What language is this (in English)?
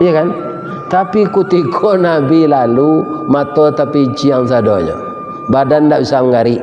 Minangkabau